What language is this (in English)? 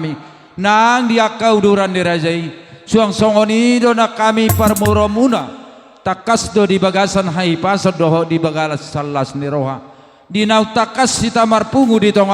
Batak Toba